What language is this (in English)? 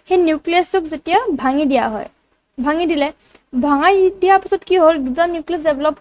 Assamese